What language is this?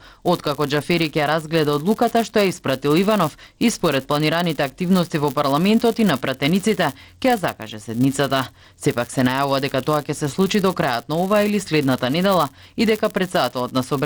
Macedonian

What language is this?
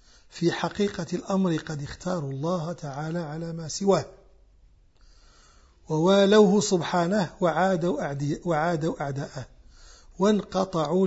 Arabic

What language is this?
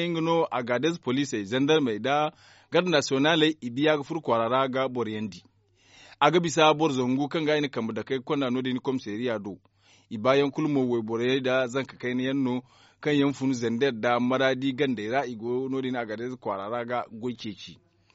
Zarma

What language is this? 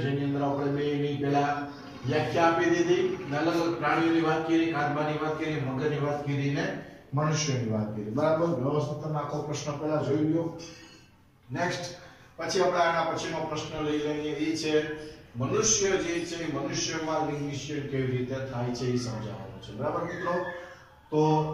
Gujarati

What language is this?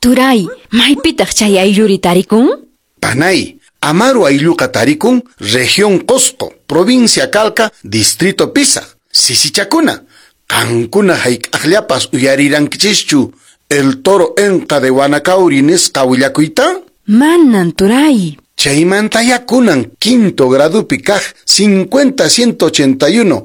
Quechua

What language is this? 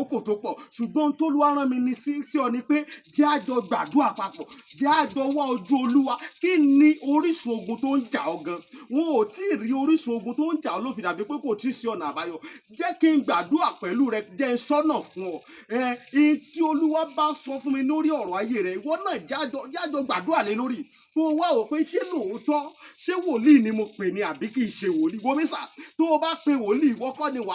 Yoruba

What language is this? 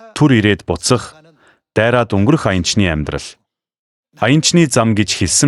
Mongolian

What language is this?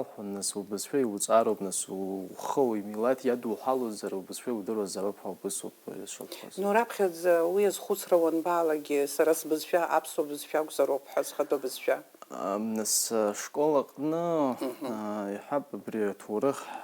Abkhazian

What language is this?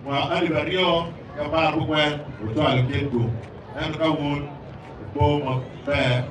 Acoli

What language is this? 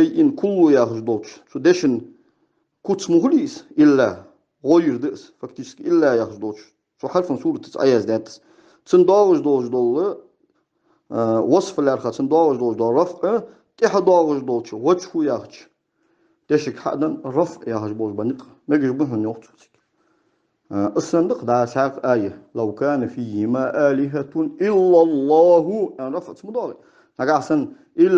Ingush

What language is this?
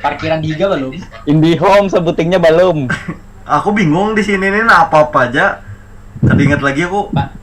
Banjar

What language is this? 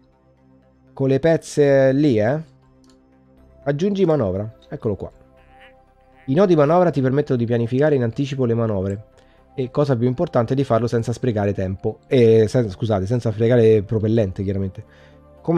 Italian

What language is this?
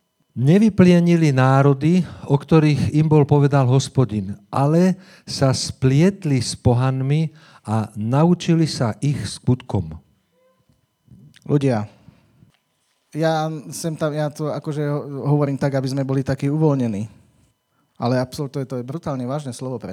Slovak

